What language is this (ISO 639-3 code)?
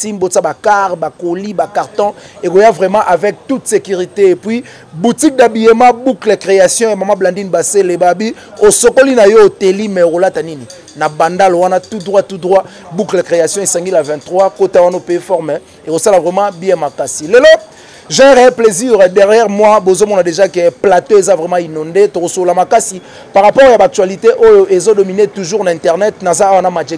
lin